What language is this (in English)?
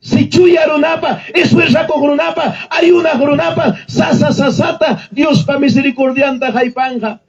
Ayacucho Quechua